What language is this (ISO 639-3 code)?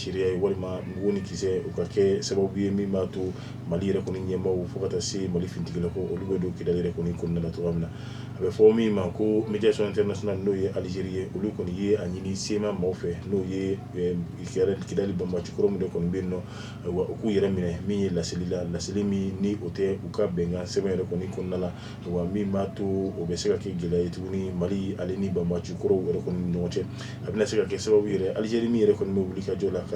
bam